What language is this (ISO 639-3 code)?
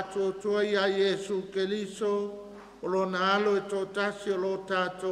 smo